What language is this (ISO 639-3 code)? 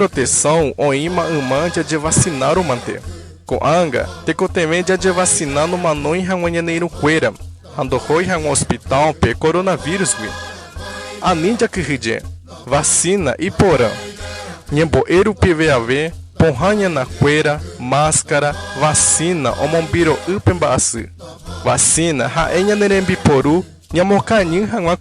grn